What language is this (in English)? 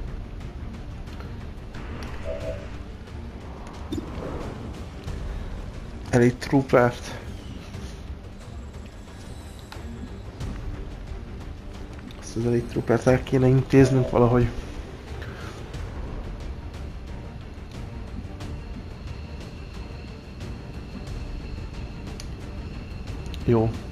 Hungarian